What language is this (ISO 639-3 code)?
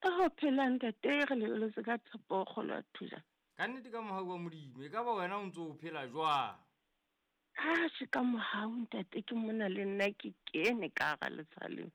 sot